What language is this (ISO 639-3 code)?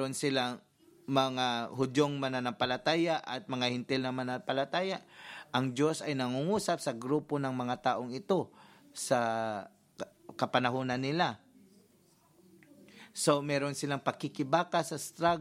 fil